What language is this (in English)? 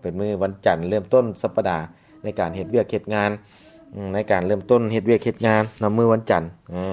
Lao